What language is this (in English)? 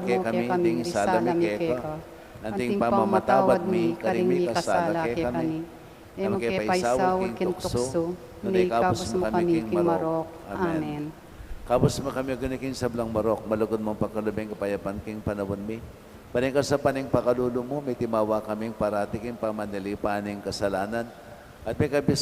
Pampanga